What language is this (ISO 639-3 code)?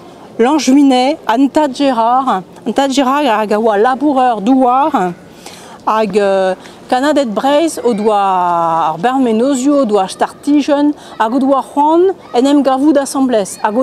bre